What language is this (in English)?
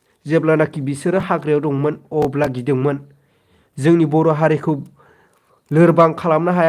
Bodo